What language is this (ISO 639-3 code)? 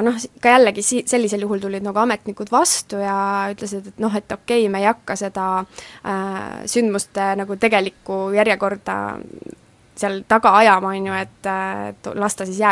est